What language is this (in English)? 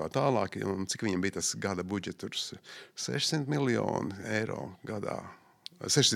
Latvian